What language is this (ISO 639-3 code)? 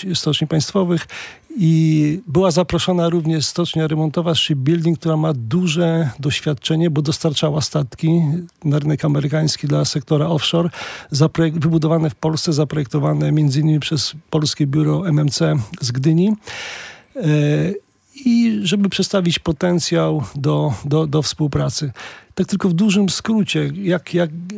pol